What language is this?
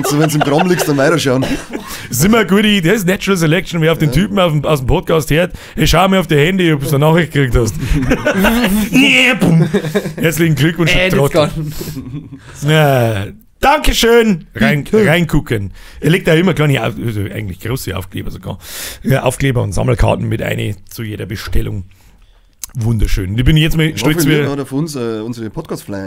Bavarian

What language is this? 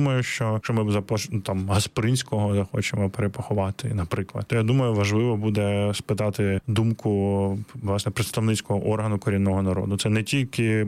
Ukrainian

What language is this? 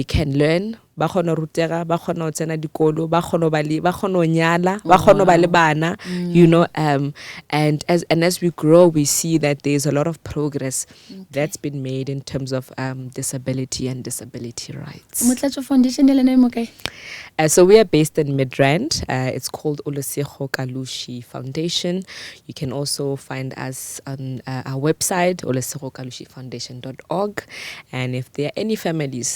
Northern Sotho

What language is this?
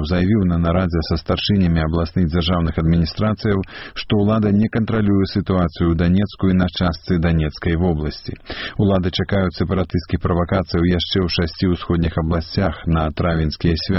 Belarusian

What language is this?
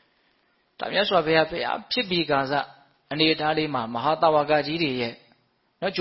Burmese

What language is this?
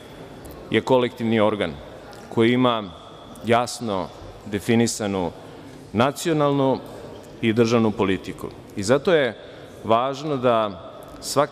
Serbian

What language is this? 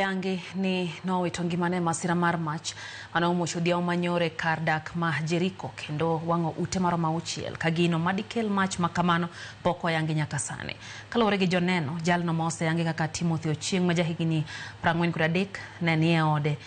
Luo (Kenya and Tanzania)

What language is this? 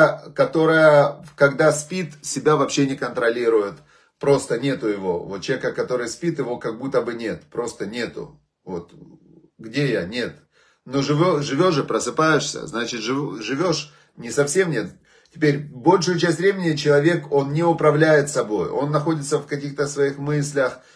Russian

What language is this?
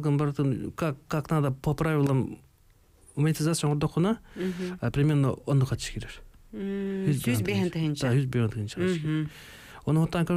Yakut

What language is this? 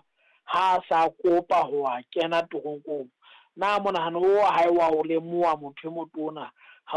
Southern Sotho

